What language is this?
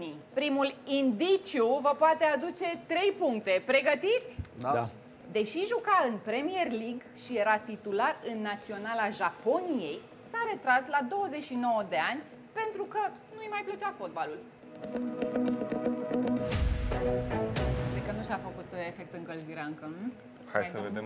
Romanian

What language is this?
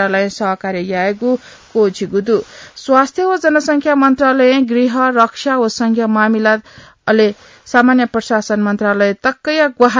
Newari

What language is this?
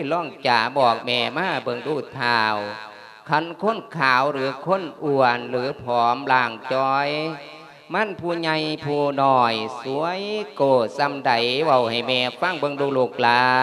Lao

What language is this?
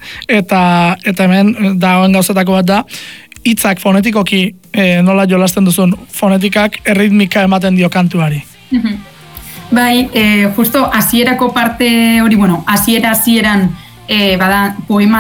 Basque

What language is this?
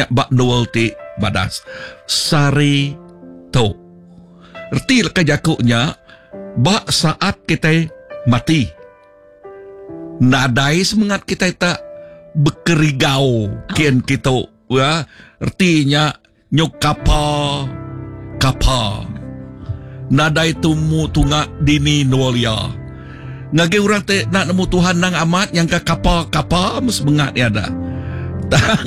Iban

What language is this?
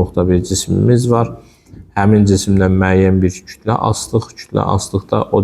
Azerbaijani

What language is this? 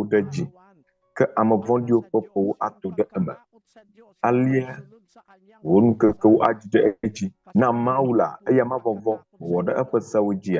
Ewe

